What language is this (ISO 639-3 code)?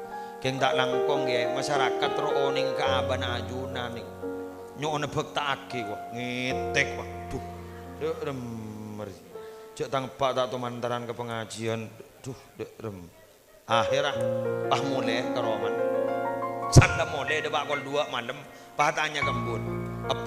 mad